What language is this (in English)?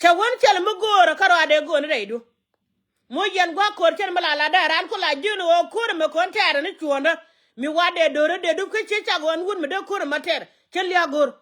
Nuer